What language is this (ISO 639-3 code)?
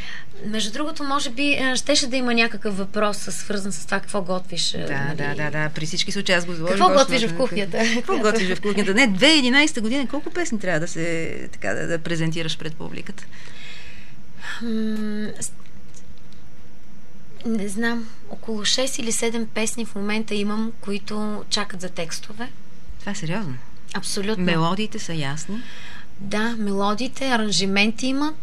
bul